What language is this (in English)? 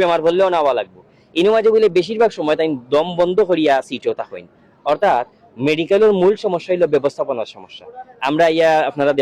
Sylheti